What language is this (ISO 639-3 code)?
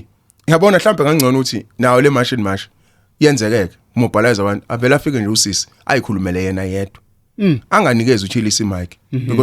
zul